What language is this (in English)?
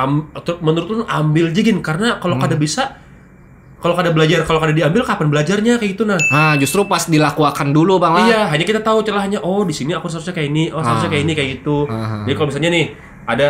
Banjar